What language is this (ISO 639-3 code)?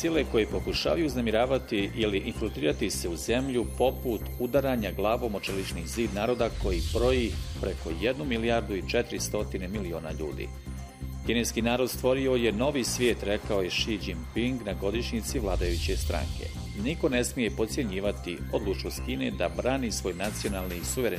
bos